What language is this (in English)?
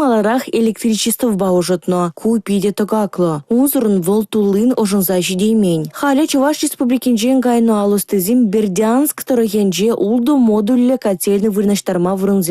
Chuvash